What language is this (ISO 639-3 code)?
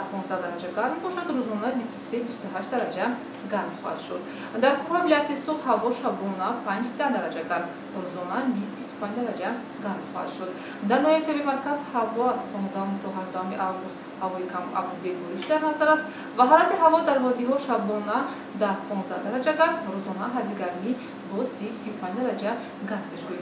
tgk